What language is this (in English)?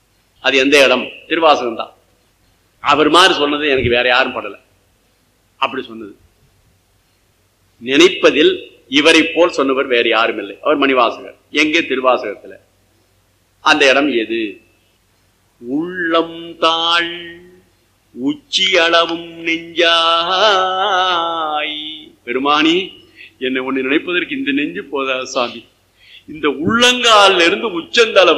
Tamil